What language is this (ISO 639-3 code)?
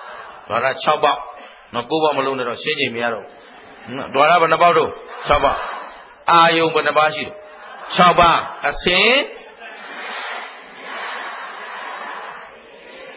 mya